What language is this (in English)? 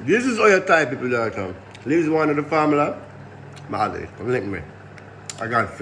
Jamaican Creole English